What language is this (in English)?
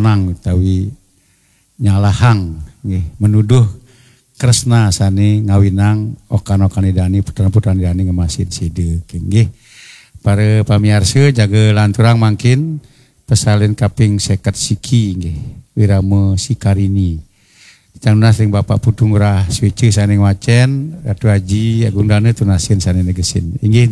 Balinese